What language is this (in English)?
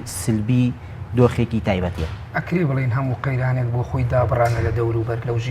Central Kurdish